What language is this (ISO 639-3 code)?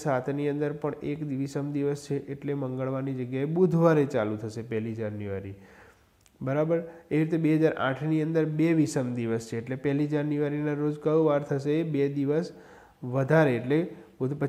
guj